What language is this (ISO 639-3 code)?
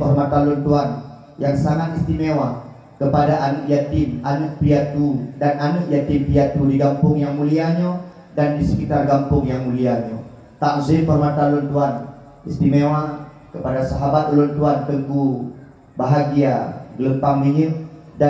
ace